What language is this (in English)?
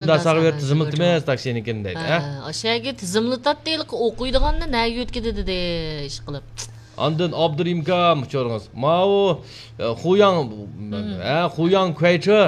Uyghur